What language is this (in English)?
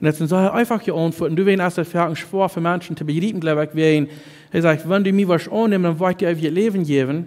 Plautdietsch